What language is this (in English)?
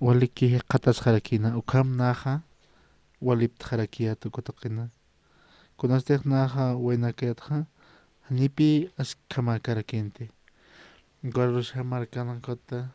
Aymara